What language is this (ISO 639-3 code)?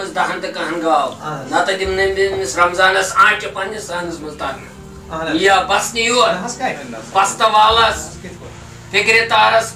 kas